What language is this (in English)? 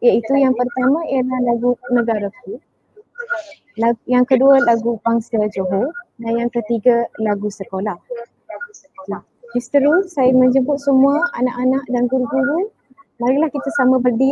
Malay